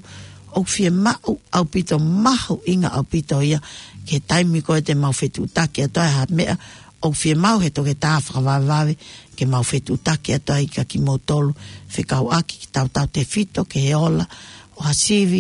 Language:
Tongan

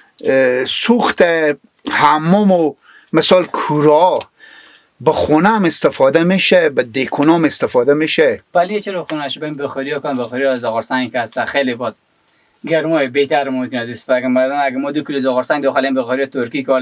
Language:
Persian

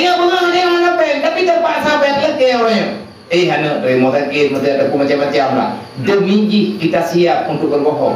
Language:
Achinese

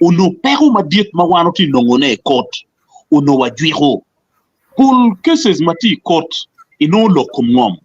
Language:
Acoli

